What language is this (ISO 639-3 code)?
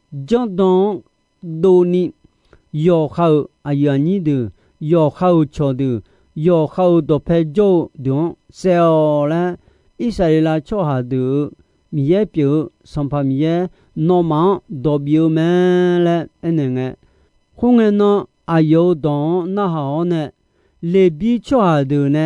ahk